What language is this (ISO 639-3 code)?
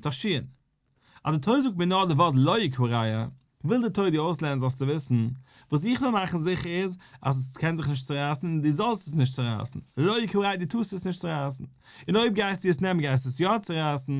yid